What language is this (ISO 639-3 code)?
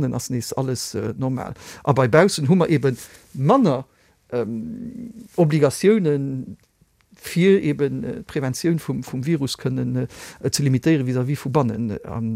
ltz